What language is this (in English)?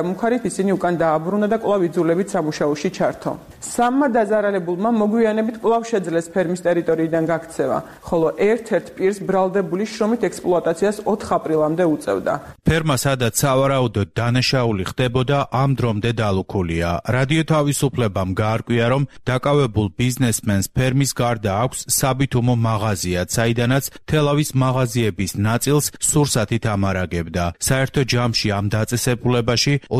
Georgian